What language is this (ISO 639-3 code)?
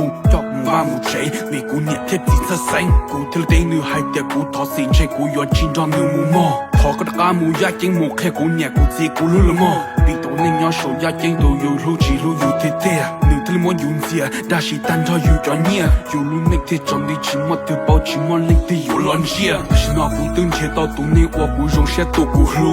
hmn